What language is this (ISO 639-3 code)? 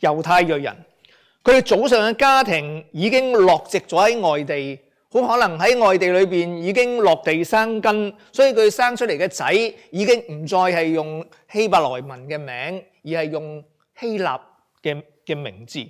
yue